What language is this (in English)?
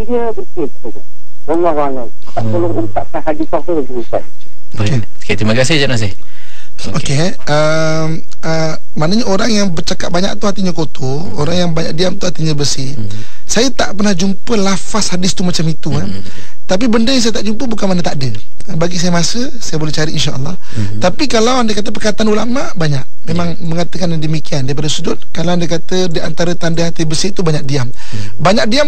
Malay